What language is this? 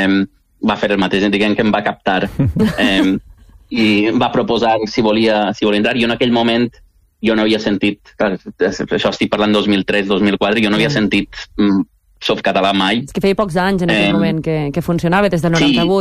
Catalan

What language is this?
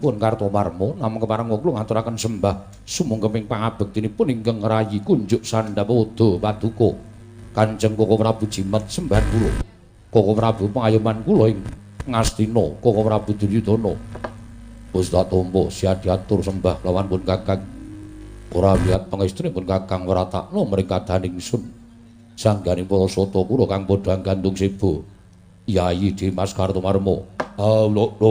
Javanese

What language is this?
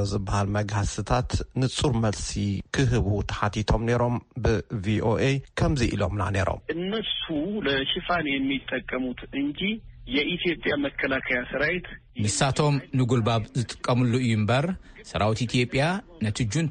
Tigrinya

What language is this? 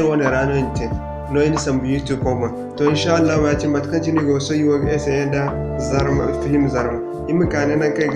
Zarma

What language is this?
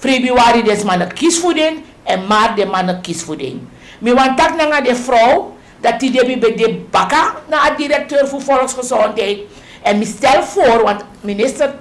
Sranan Tongo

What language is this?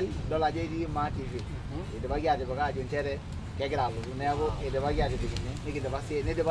Masai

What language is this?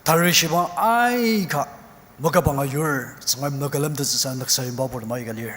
Ao Naga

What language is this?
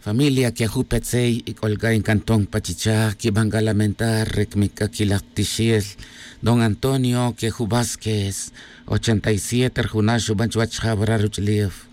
Tz'utujil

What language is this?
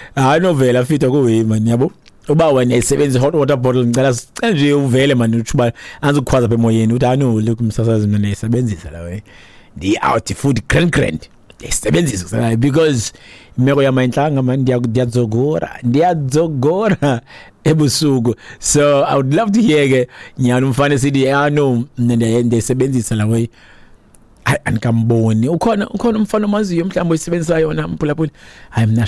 Xhosa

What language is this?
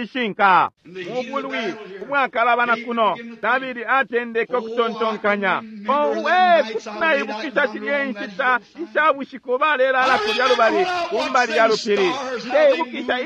Bemba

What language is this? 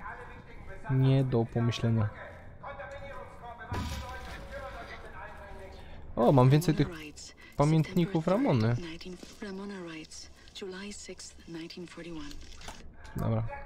Polish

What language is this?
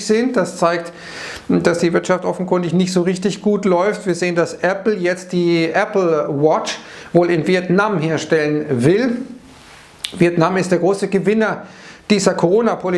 German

